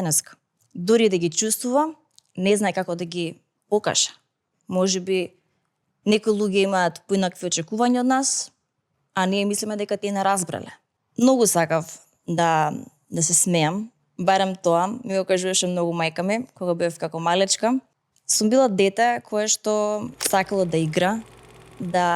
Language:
Macedonian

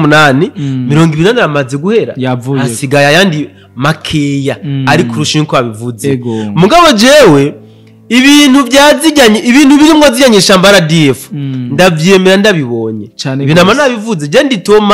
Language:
Rundi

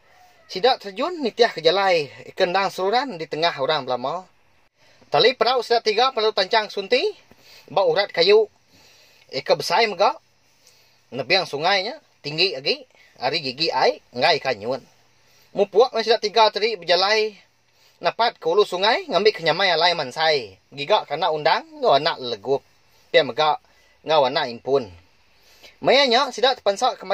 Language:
Iban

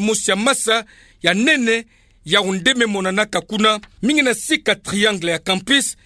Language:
Kituba (Democratic Republic of Congo)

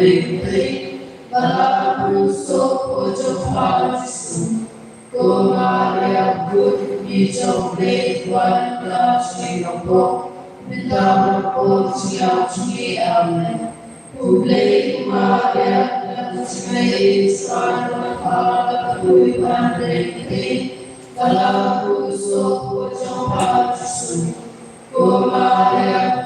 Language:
Khasi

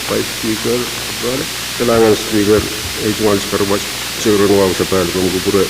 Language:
Pohnpeian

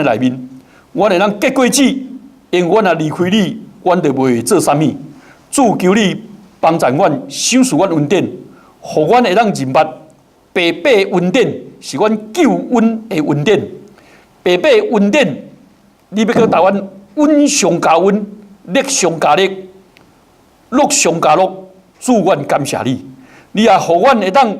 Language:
Min Nan Chinese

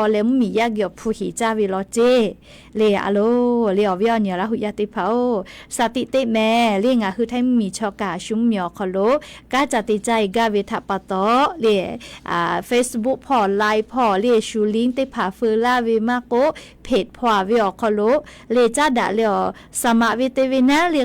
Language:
Lahu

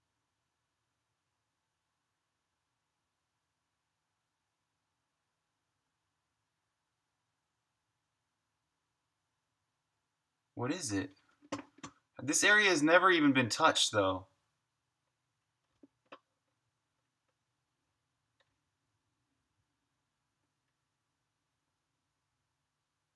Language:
English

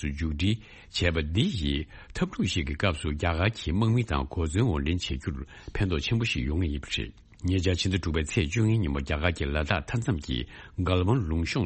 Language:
Tibetan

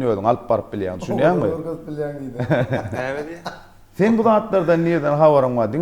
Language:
Turkmen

